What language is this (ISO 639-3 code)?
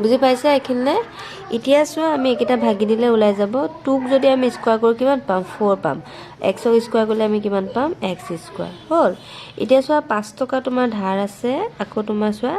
asm